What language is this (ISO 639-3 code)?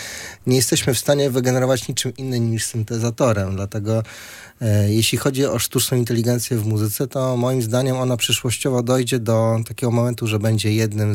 pol